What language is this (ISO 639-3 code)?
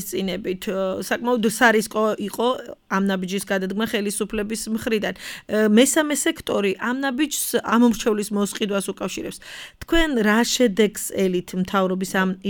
kat